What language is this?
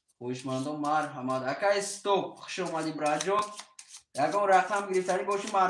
Tajik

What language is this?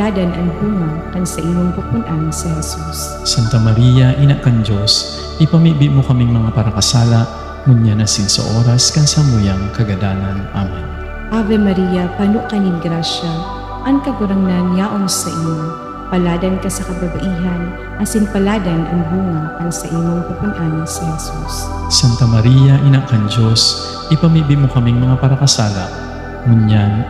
Bikol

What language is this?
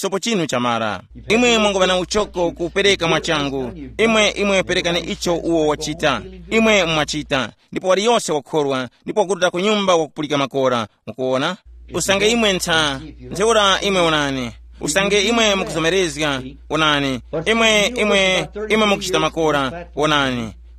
Tumbuka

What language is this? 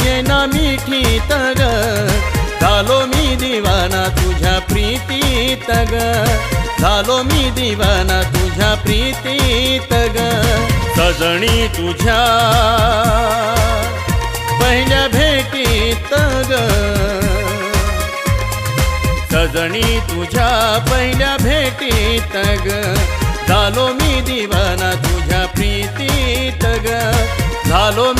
Marathi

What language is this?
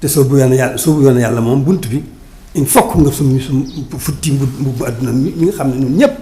Wolof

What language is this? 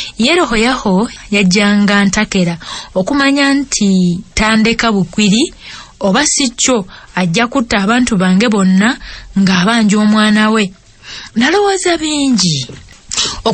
Ganda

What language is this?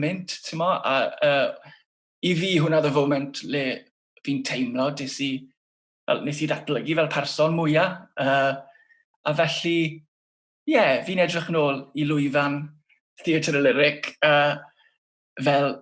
Welsh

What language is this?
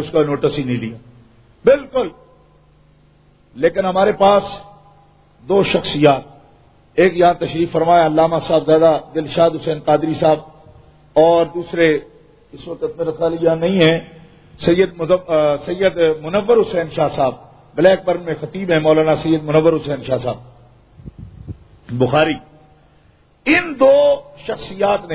Urdu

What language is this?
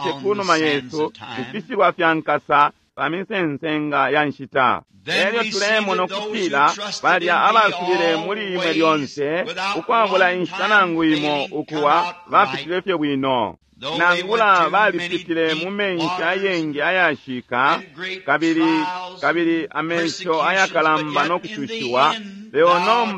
Bemba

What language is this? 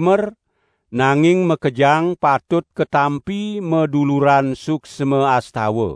Balinese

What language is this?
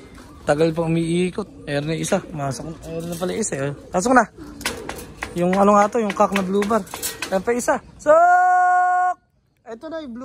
Filipino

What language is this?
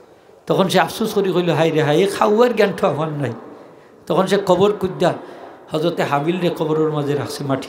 Sylheti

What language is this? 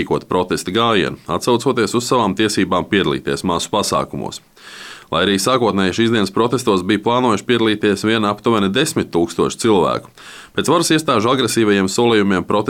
Latvian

